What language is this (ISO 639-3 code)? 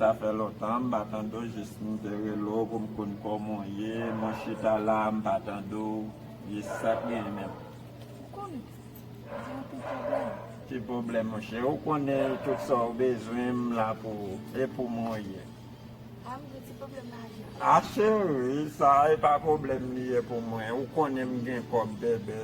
hat